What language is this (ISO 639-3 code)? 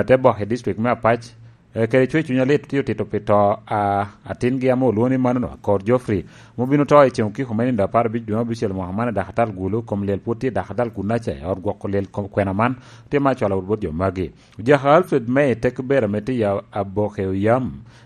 laj